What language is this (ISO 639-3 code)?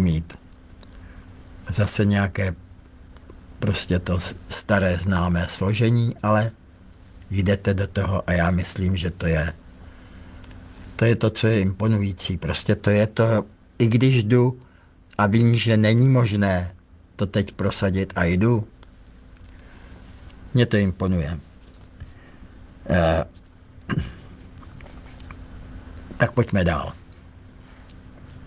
ces